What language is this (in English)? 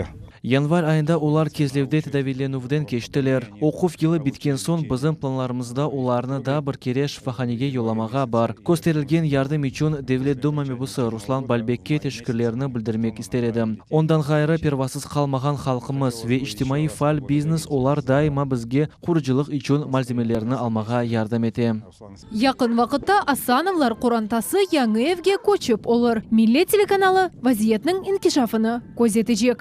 Crimean Tatar